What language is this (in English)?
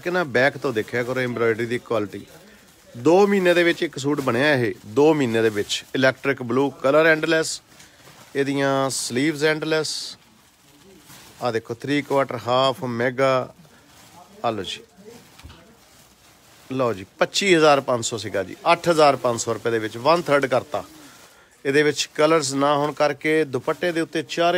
Punjabi